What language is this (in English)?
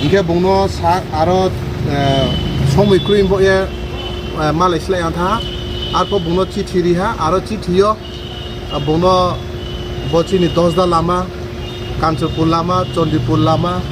Riang (India)